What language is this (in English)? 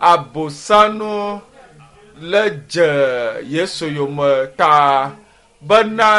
Ewe